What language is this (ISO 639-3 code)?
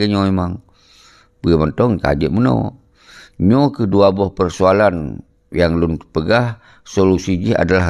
ace